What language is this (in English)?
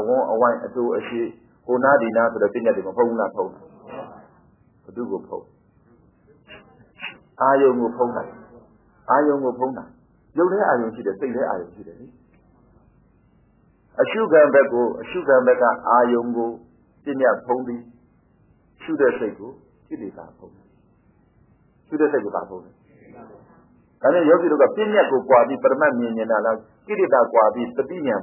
Burmese